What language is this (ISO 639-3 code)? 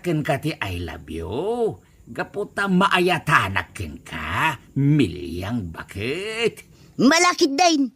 ilo